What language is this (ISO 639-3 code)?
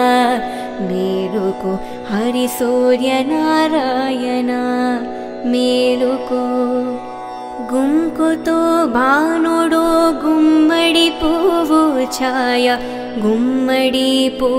tel